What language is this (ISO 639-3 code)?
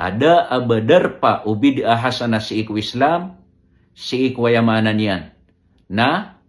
mrw